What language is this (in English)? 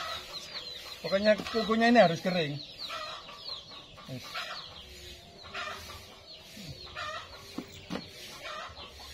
Indonesian